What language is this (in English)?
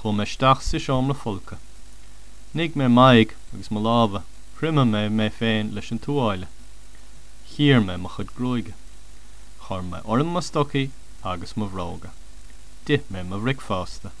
Irish